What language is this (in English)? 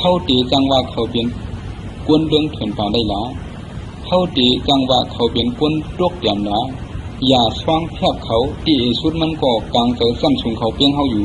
Shan